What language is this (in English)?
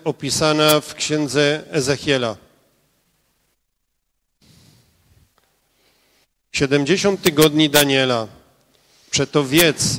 Polish